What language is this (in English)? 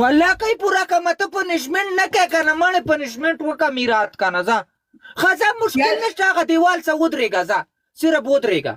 Pashto